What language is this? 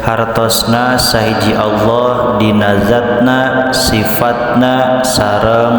Sundanese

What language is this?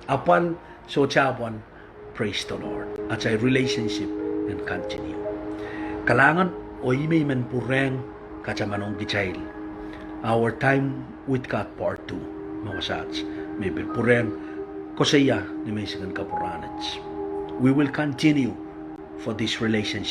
Pohnpeian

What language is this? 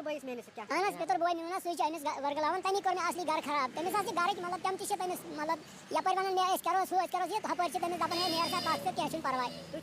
Kashmiri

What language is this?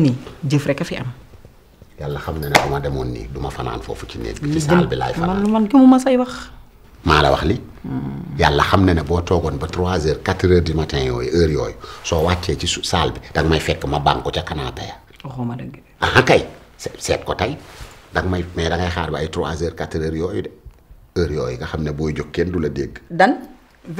Wolof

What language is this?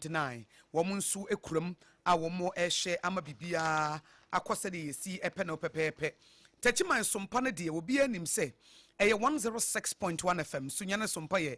Akan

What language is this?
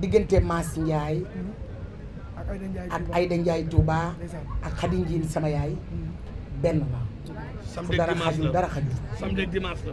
Wolof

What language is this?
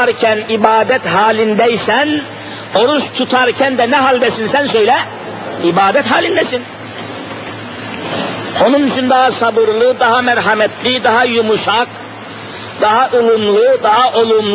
Turkish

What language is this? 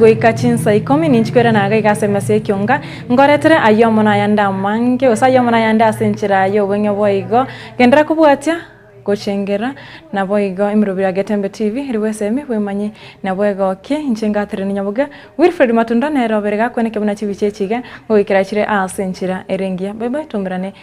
Gusii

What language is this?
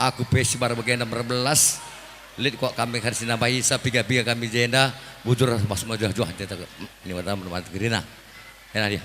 Batak Karo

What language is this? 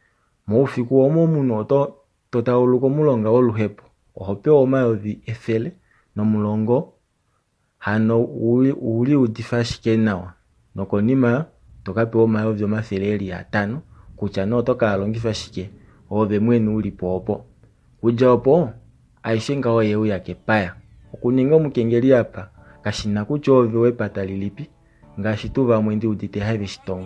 Kuanyama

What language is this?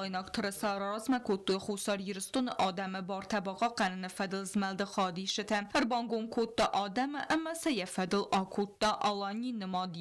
Ossetic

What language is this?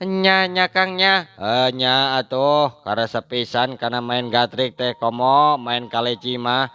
Sundanese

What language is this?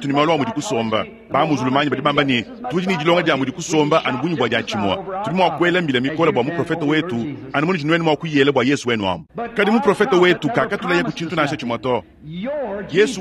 Luba-Lulua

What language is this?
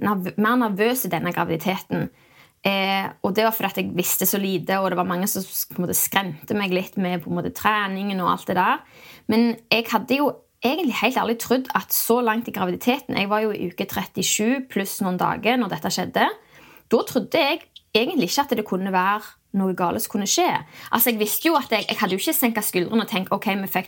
Norwegian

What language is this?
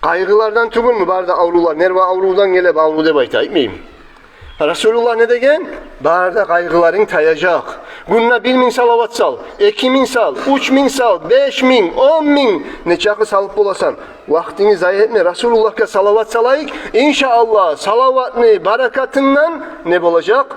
Kumyk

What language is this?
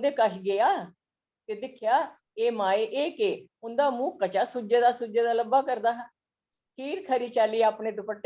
Dogri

